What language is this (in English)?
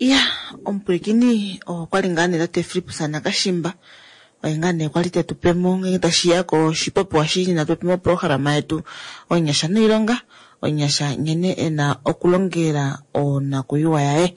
Kuanyama